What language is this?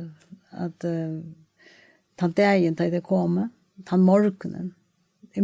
Faroese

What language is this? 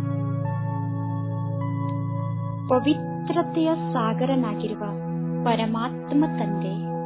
Kannada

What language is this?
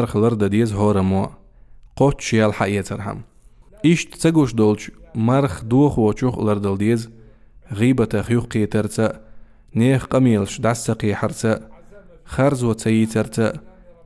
Chechen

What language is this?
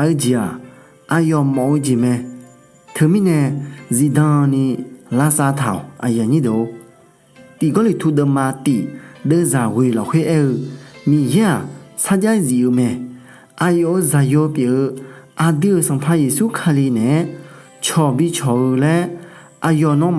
Akha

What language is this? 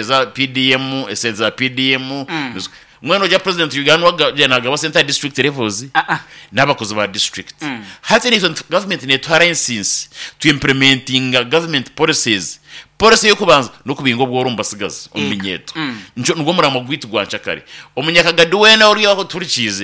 Nyankole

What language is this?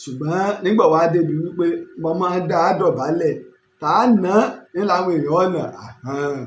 Yoruba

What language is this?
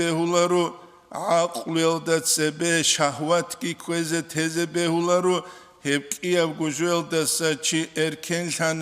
Avaric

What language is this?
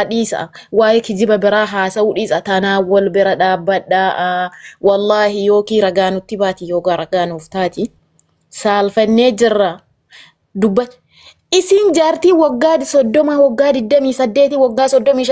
Oromo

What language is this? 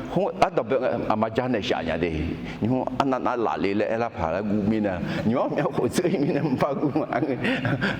Akha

